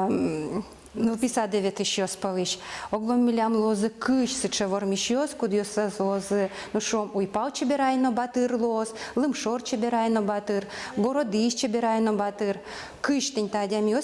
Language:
Udmurt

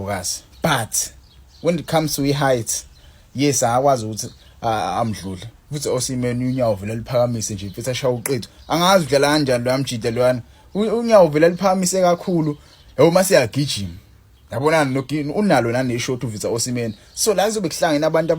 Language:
Zulu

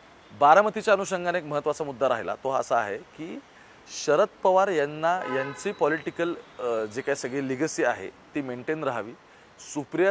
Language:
Marathi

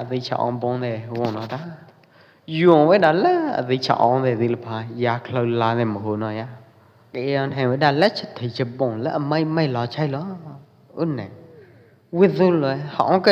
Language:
Pwo Eastern Karen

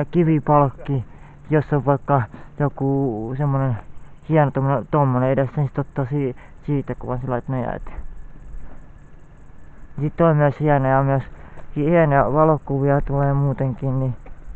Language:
Finnish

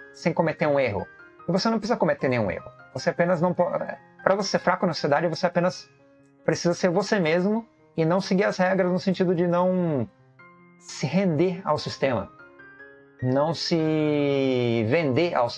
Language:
Portuguese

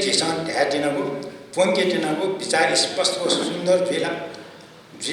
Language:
Newari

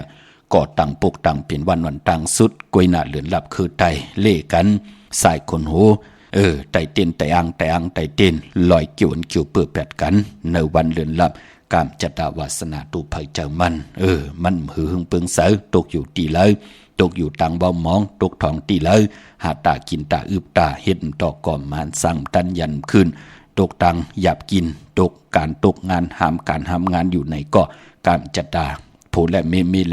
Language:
Shan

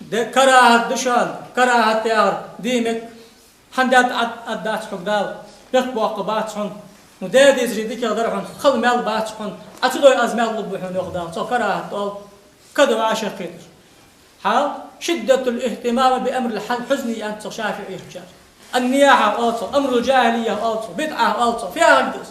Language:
Ingush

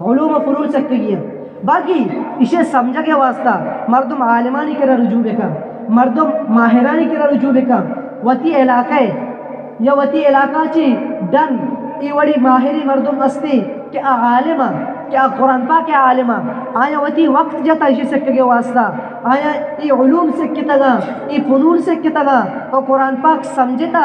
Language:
Eastern Balochi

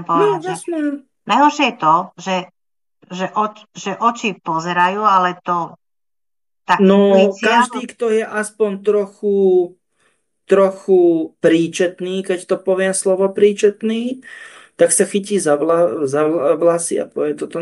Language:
Slovak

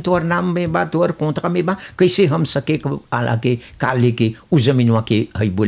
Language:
Bhojpuri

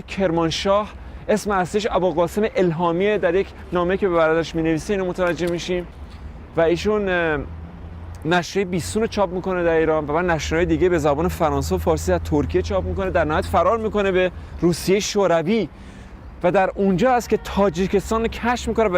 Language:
Persian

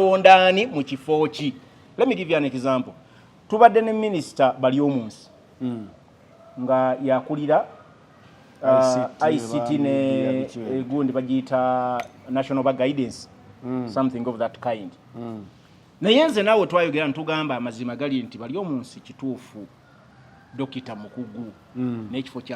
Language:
Ganda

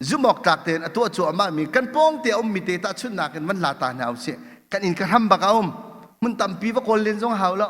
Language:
Hakha Chin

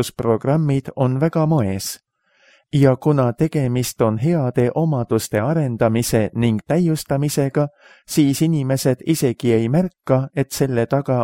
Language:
Estonian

